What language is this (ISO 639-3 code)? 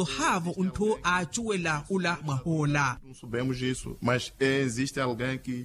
vmw